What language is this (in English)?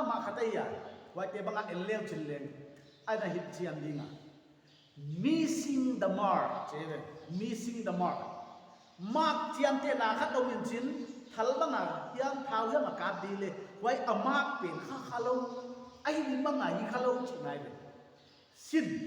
Paite Chin